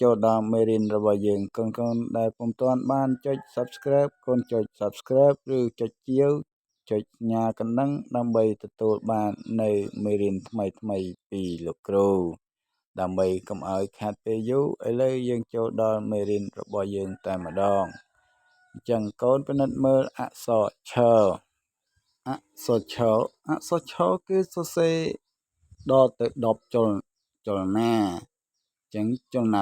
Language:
Khmer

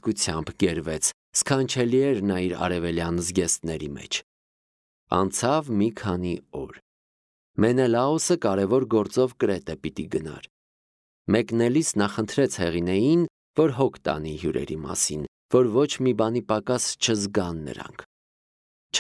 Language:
Armenian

